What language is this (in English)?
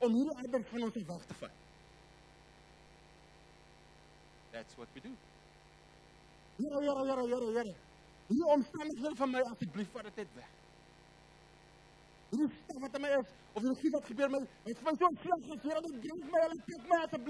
Afrikaans